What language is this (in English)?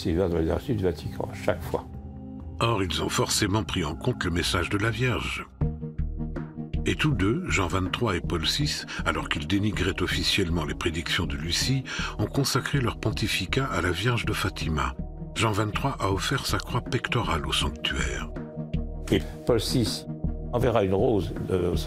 French